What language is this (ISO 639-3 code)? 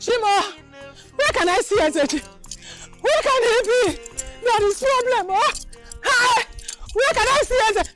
pcm